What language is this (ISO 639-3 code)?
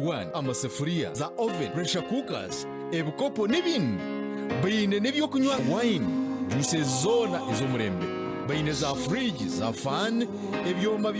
nyn